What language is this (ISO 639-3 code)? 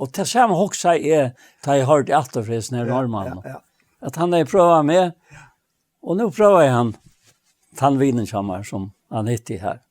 fao